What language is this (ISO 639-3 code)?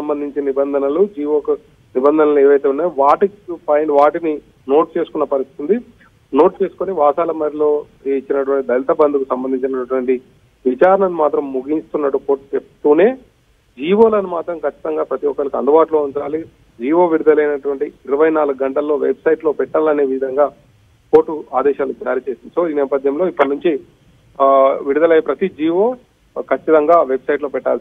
tel